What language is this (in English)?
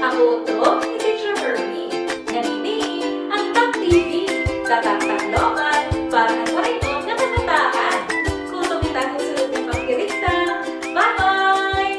Waray